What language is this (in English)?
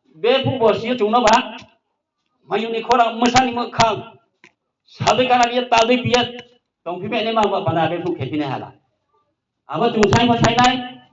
Riang (India)